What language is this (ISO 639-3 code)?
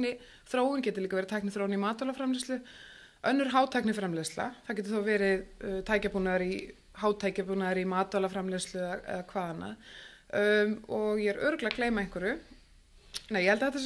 isl